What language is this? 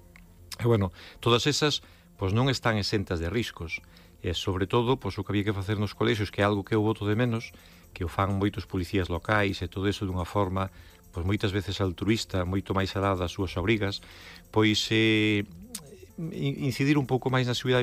Galician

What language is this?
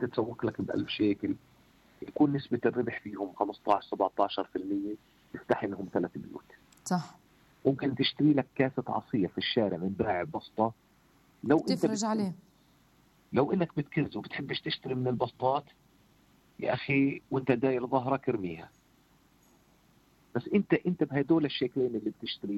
South Levantine Arabic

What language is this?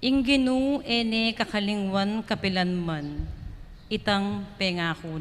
Pampanga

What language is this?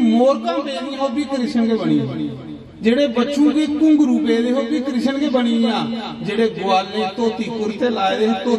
Dogri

